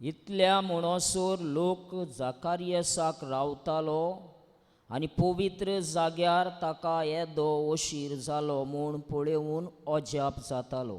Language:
Konkani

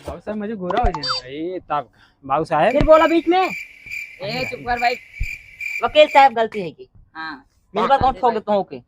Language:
Awadhi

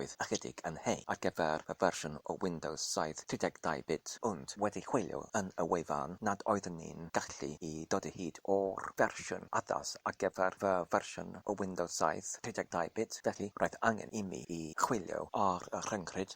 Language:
Welsh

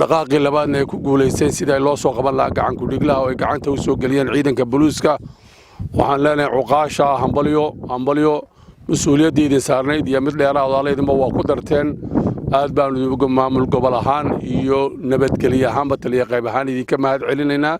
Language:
Somali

